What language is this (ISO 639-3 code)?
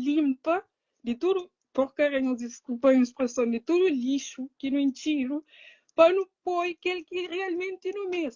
kea